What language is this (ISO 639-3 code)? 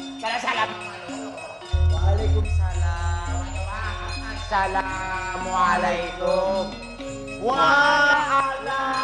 mad